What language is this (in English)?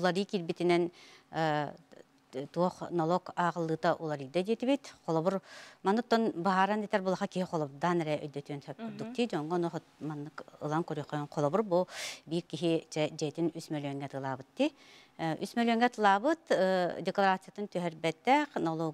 Yakut